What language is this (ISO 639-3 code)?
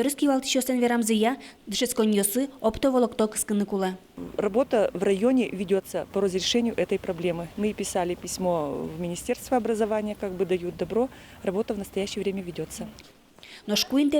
udm